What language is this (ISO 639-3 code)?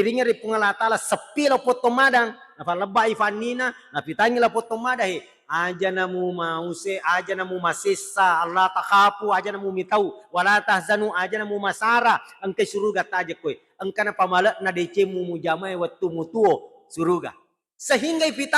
bug